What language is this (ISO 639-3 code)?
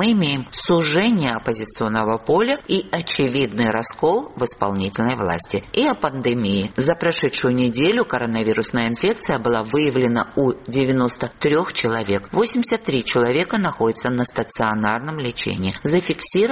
rus